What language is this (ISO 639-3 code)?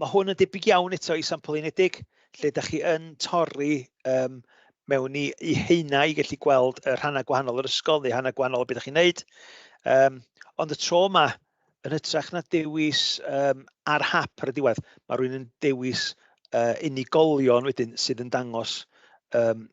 cym